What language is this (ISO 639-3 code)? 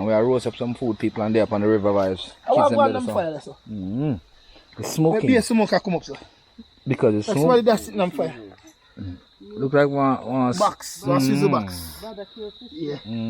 jam